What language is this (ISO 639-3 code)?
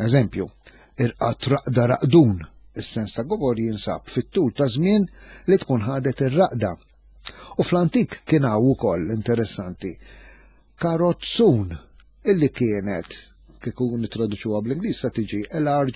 mlt